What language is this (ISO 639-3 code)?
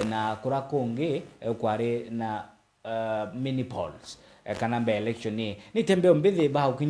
mer